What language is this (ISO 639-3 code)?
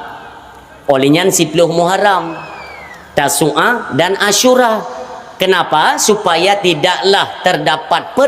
ace